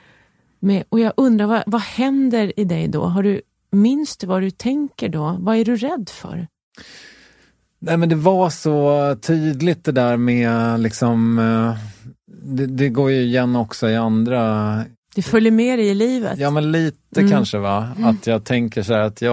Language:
Swedish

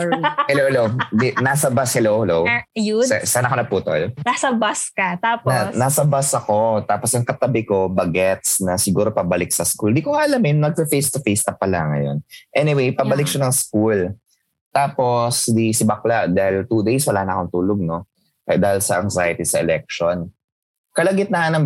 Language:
Filipino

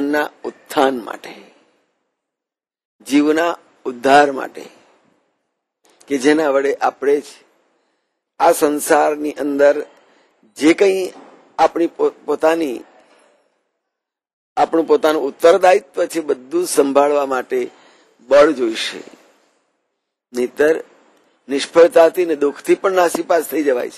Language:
Gujarati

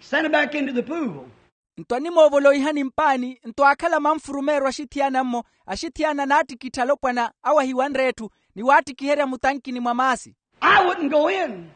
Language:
Makhuwa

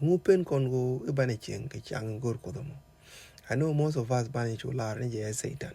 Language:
Nuer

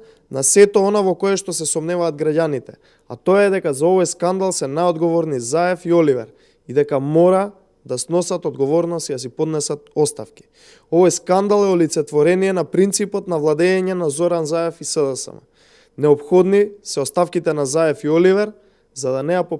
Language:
Macedonian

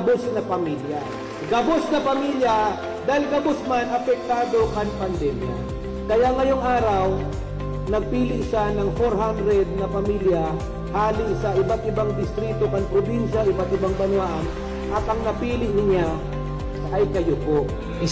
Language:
Bikol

